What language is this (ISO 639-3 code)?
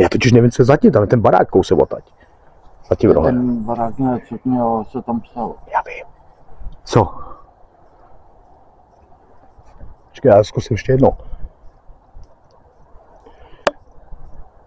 ces